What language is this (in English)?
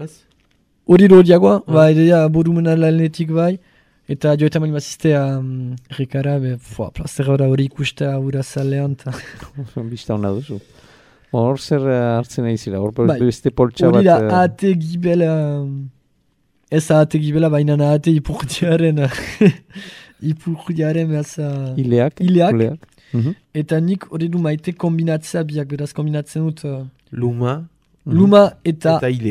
Basque